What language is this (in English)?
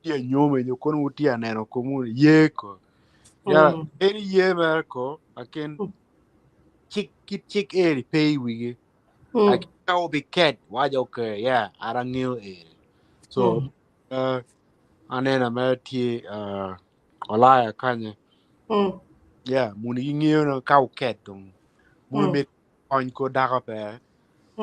Acoli